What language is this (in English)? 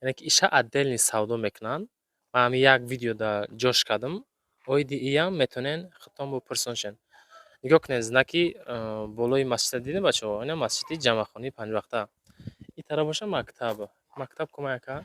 Tajik